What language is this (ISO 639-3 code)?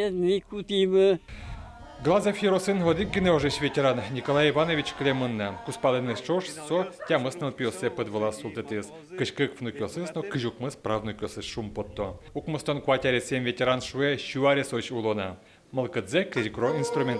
udm